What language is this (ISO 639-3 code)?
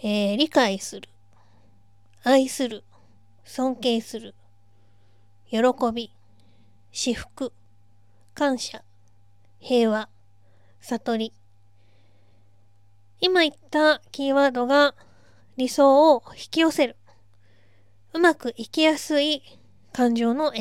jpn